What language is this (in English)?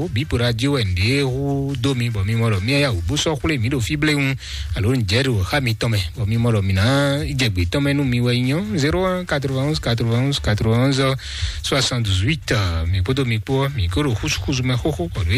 Fon